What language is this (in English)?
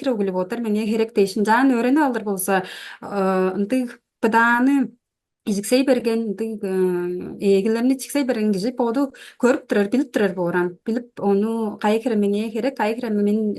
Tuvinian